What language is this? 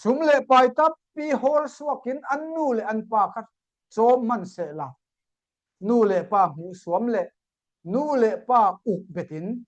Falam Chin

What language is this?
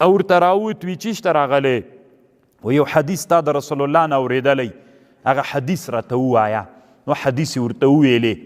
Pashto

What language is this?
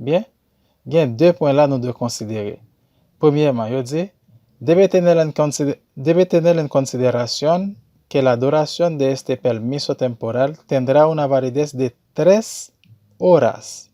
Haitian Creole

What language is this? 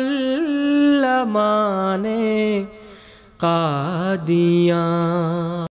Urdu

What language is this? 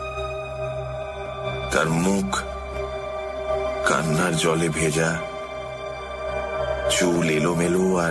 Bangla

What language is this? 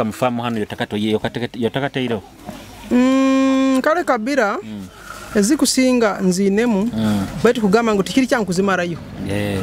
Nyoro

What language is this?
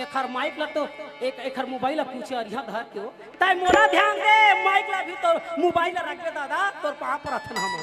Chhattisgarhi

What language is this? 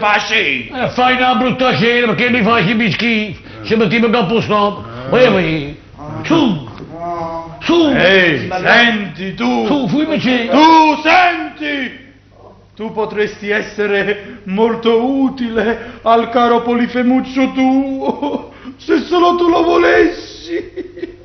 Neapolitan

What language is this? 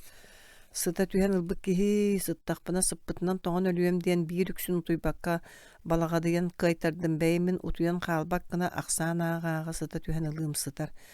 Yakut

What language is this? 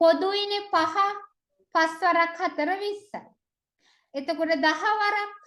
Sinhala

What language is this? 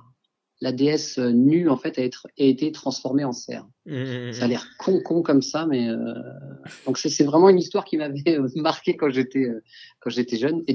French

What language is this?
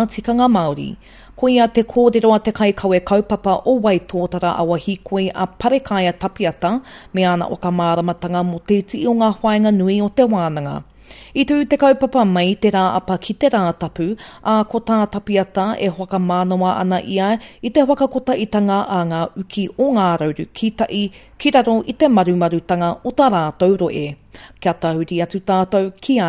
Māori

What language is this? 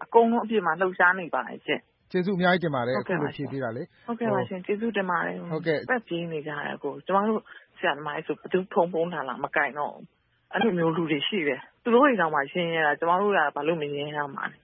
Burmese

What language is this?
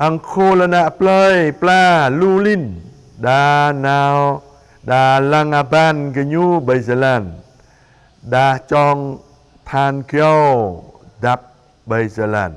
Jarai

